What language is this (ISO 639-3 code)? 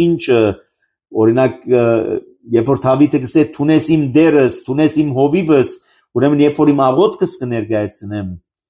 hye